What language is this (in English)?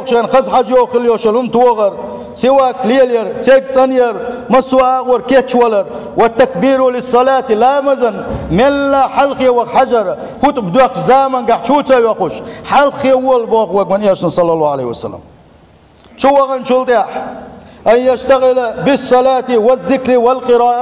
Chechen